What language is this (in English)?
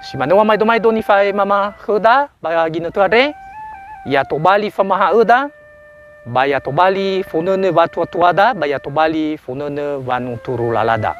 Nias